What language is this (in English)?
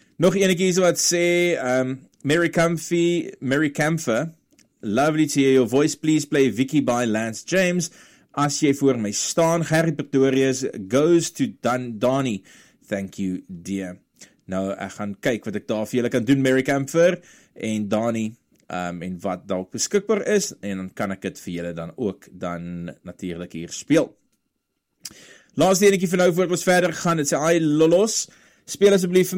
Afrikaans